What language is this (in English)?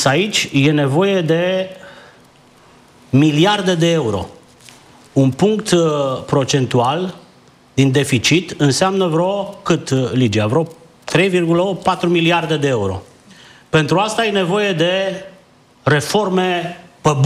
Romanian